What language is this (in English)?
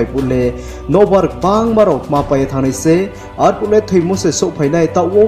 Riang (India)